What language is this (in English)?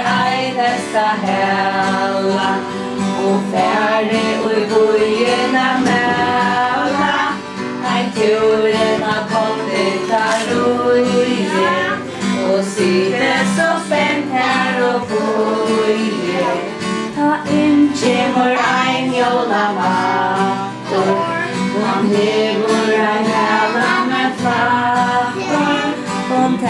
Faroese